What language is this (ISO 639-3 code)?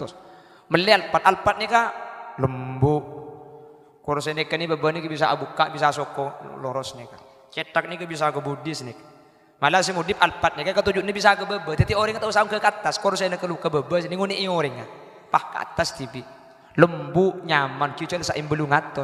mad